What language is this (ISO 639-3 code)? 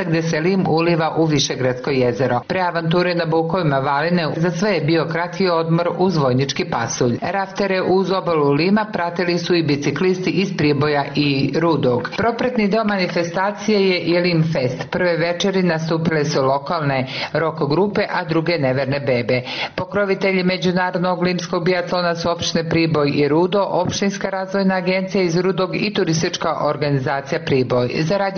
srp